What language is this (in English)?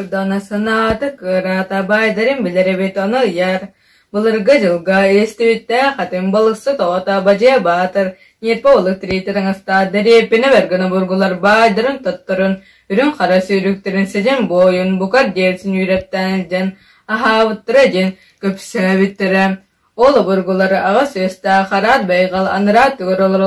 Yakut